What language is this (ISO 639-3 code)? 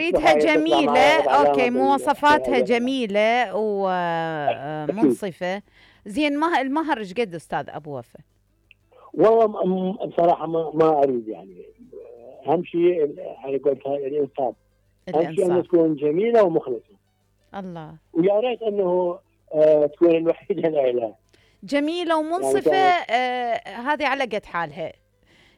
acm